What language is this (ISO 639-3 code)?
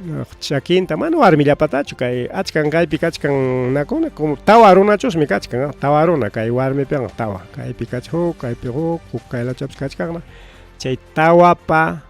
quy